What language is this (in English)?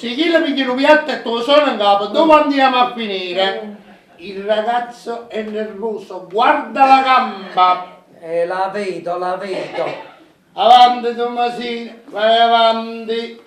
Neapolitan